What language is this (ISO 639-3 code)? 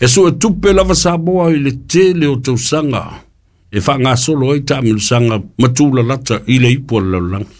smo